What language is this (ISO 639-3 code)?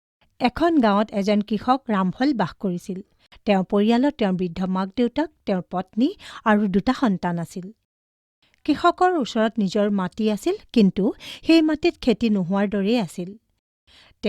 asm